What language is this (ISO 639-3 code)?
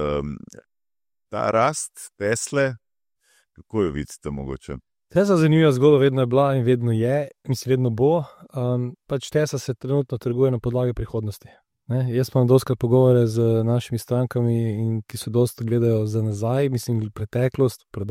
slv